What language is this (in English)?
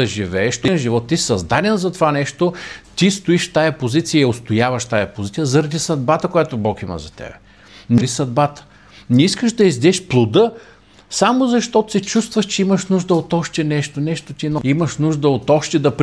Bulgarian